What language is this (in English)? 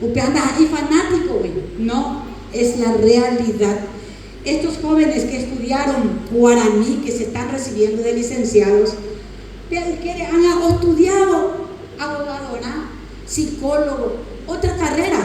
Guarani